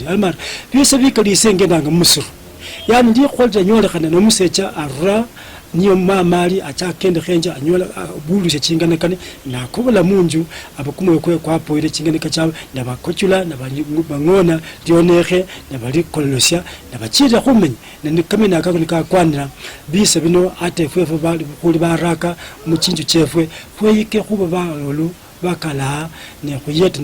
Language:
Luyia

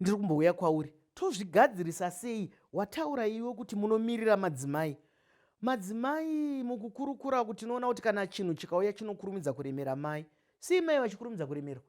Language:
Shona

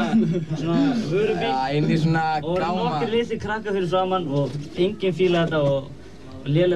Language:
Icelandic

